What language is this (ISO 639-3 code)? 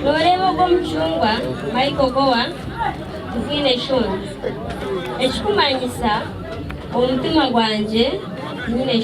nyn